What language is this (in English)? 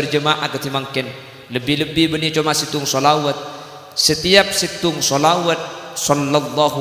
Madurese